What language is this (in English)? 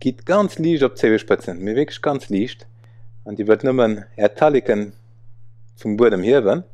Luxembourgish